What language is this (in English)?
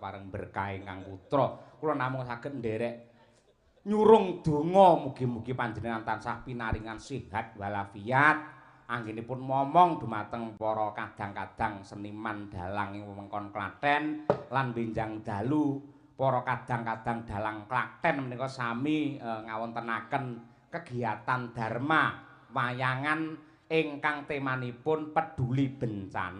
Javanese